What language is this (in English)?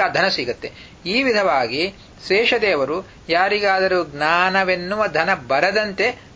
Kannada